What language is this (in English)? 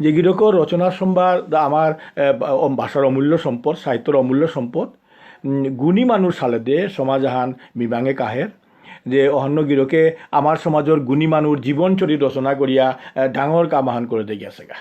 Bishnupriya